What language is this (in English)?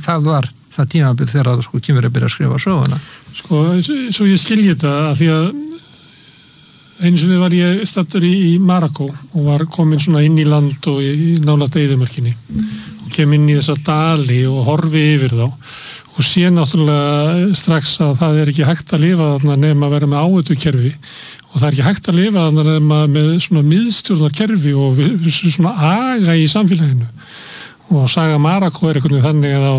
Icelandic